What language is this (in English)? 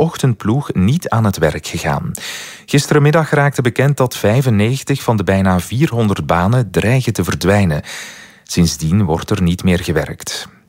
Dutch